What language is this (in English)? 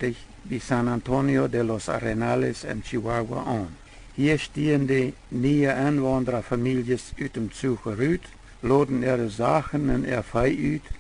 Plautdietsch